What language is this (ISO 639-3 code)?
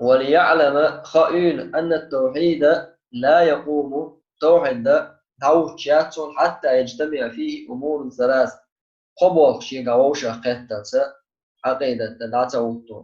che